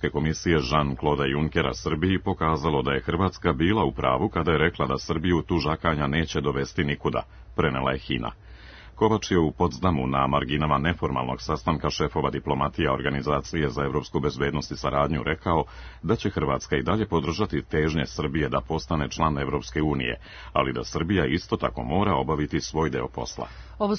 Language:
Serbian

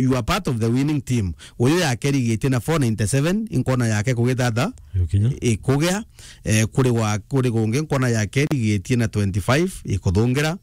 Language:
Meru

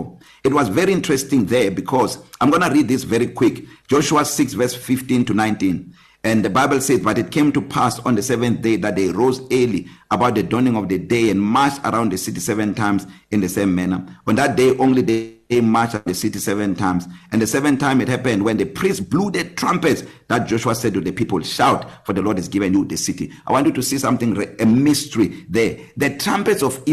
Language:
English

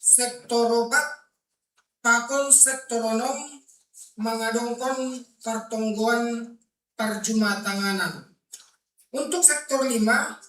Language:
Batak Simalungun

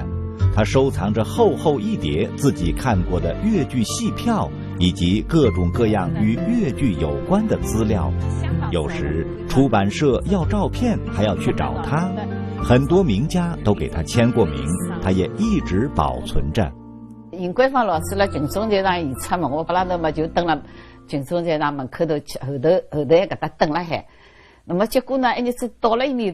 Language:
Wu Chinese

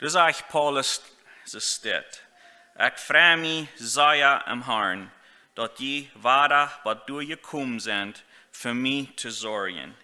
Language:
Plautdietsch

